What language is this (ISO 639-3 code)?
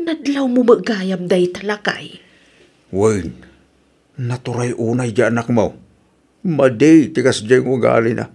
ilo